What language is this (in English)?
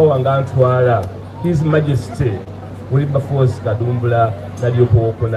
Soga